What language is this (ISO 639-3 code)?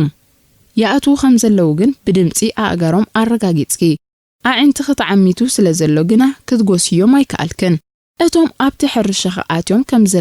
tir